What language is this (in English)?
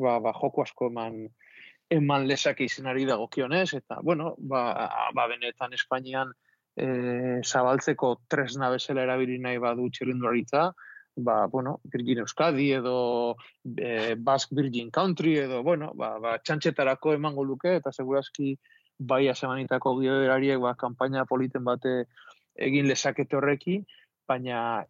Basque